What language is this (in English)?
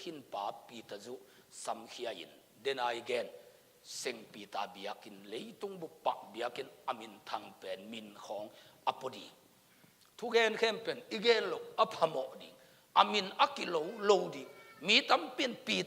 Tedim Chin